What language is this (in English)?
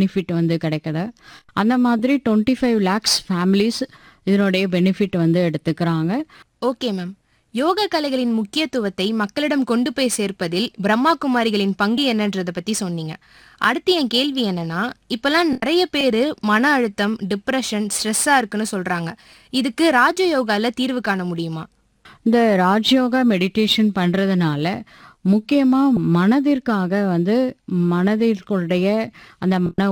Tamil